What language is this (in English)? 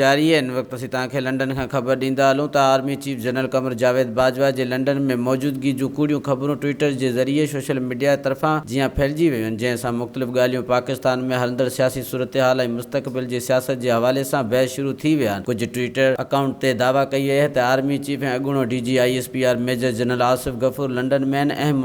Sindhi